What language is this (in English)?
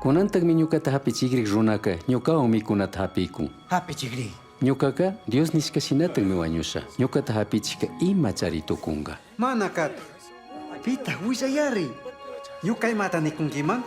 Chimborazo Highland Quichua